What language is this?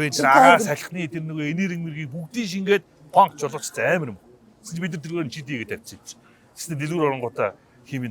Mongolian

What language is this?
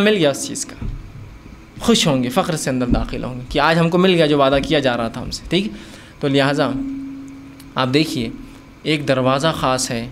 Urdu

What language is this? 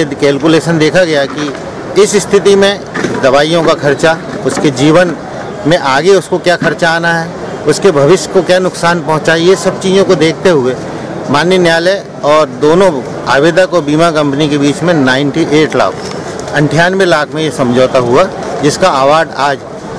Hindi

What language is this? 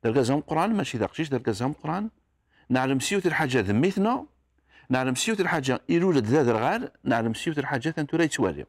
Kabyle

